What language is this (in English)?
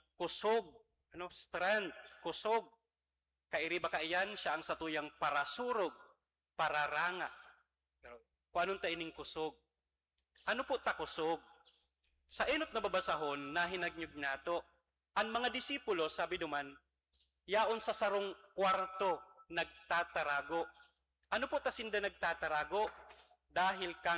Bikol